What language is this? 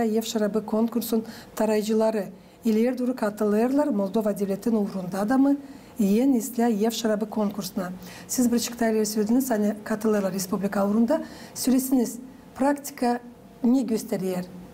Gagauz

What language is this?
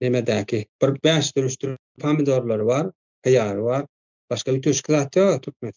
Turkmen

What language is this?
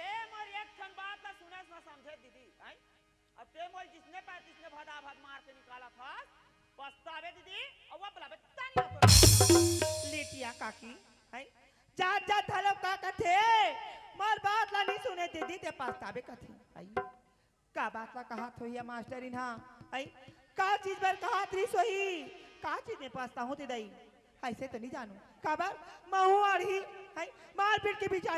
Chhattisgarhi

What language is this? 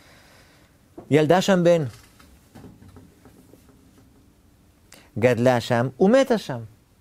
Hebrew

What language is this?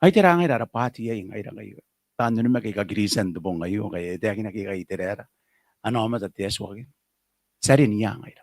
Gilbertese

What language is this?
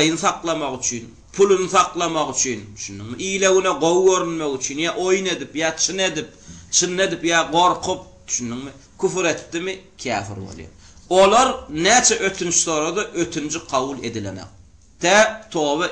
Turkmen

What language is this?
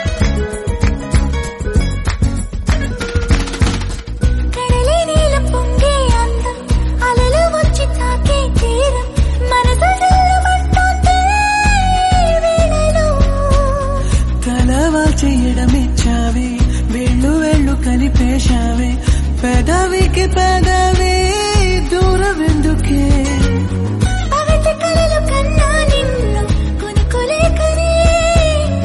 Telugu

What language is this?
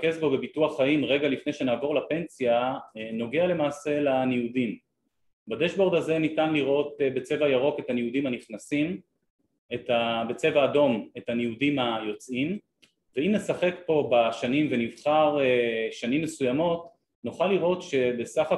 Hebrew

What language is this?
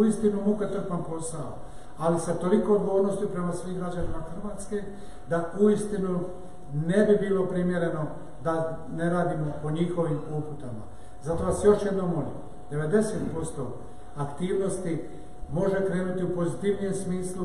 Croatian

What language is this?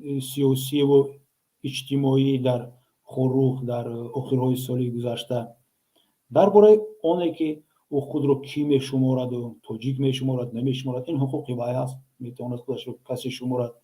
Tajik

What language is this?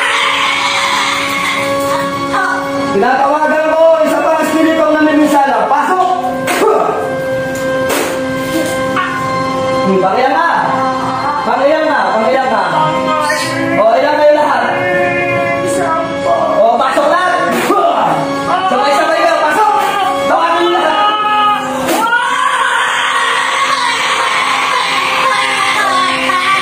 Filipino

